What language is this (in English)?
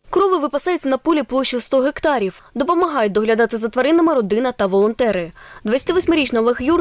Ukrainian